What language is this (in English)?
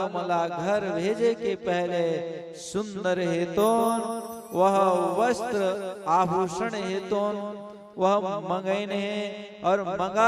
Chhattisgarhi